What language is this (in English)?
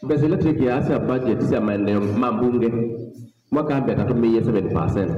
Kamba